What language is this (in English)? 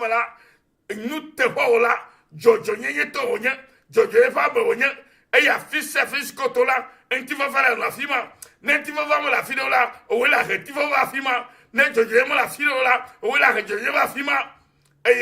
Ewe